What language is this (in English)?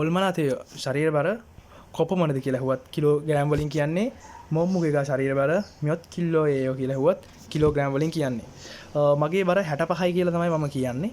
Sinhala